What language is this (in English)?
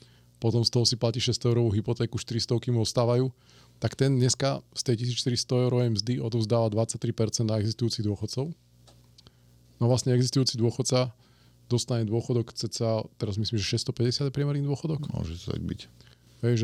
Slovak